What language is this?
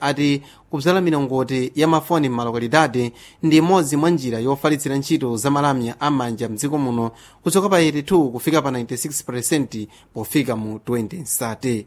Nyanja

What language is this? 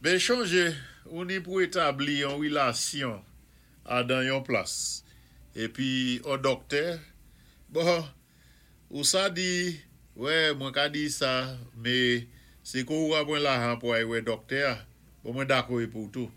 Saint Lucian Creole French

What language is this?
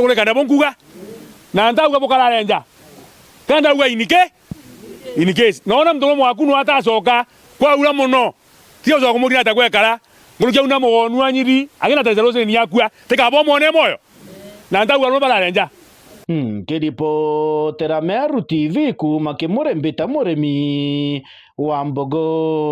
Meru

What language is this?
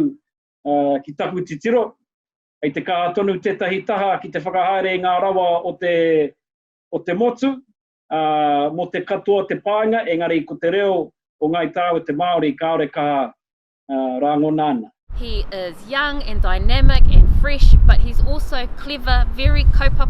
Māori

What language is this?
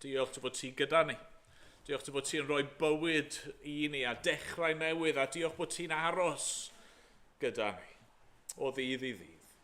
Welsh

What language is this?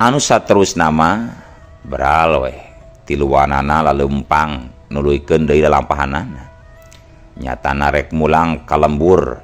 Sundanese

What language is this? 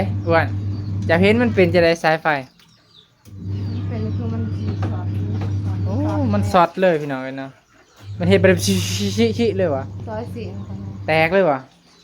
Northeastern Thai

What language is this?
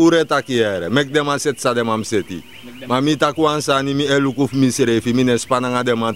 Sranan Tongo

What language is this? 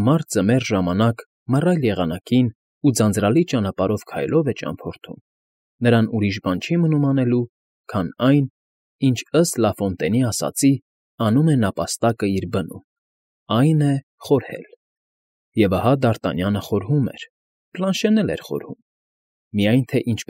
Armenian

